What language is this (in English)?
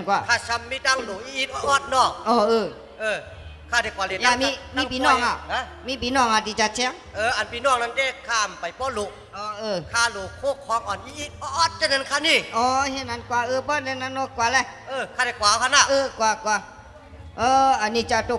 Shan